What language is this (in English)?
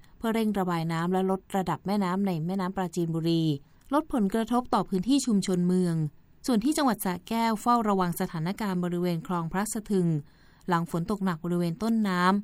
Thai